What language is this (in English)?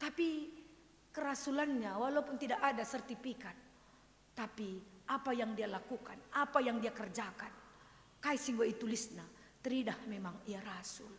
Batak Karo